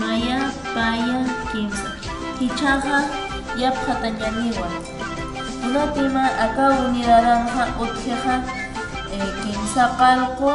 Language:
Aymara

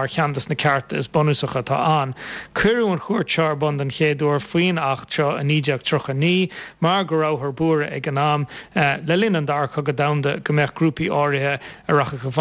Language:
Irish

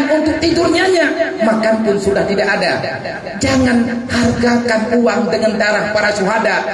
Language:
Achinese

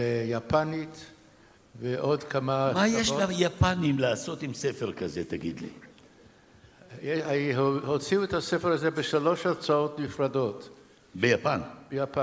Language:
Hebrew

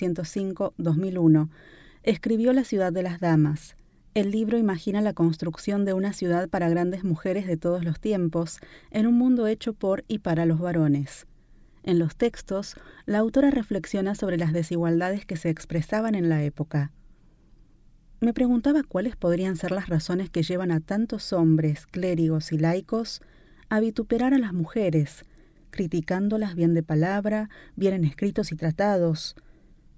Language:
Spanish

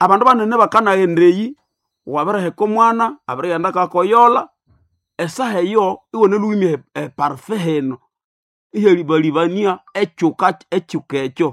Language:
Nande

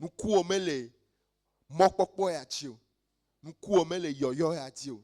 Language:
Ewe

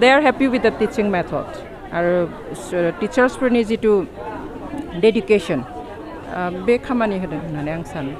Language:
Bodo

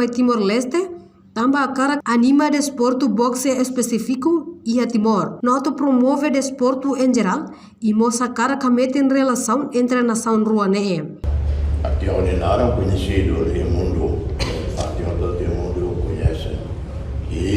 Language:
Tetum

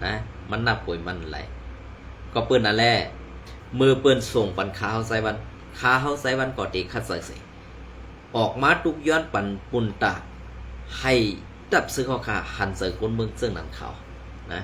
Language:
Shan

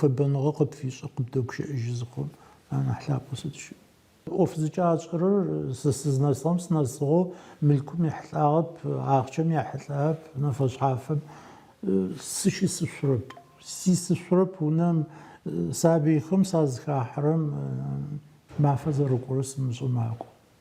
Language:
Adyghe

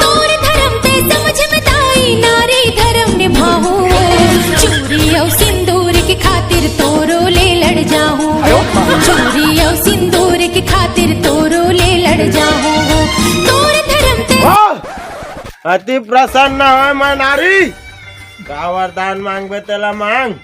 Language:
Chhattisgarhi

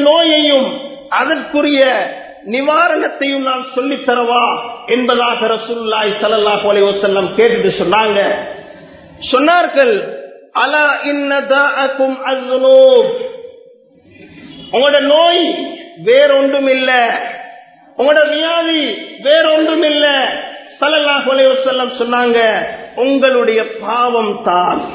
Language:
Tamil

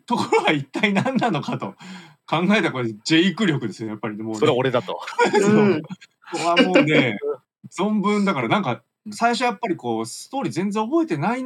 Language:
Japanese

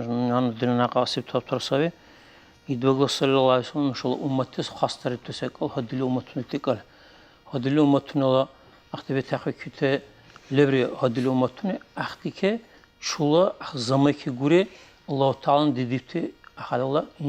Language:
Dargwa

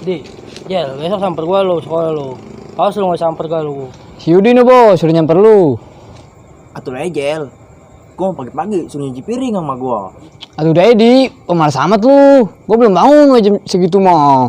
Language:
Betawi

